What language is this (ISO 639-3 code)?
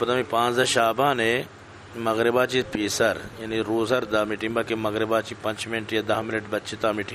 bgp